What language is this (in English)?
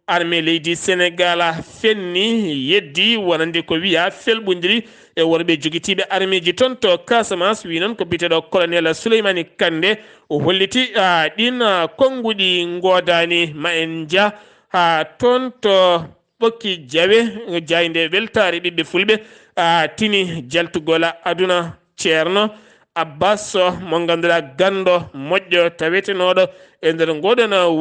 Fula